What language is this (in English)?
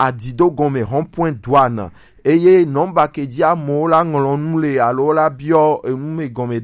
Gen